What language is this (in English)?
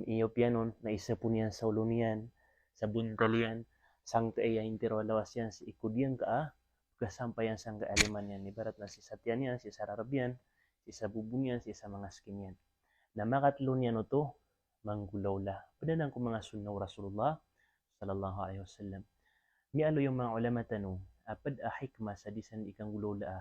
Maranao